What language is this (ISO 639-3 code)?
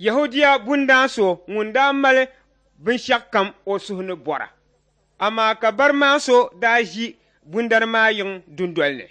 dag